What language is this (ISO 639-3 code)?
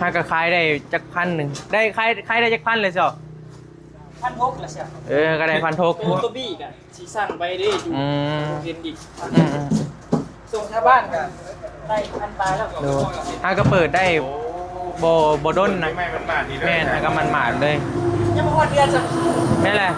tts